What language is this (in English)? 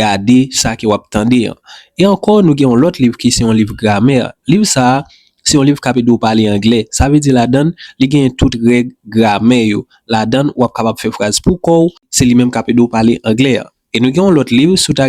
Haitian Creole